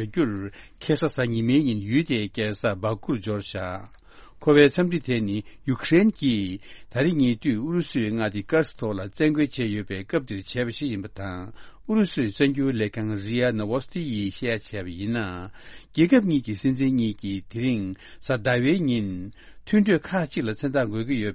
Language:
Tibetan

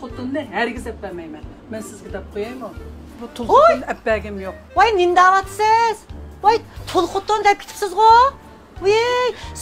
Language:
Uyghur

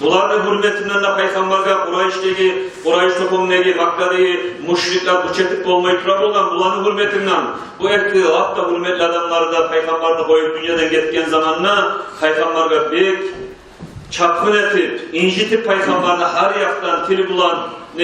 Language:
Kumyk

